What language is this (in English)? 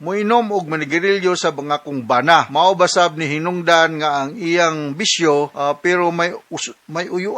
Cebuano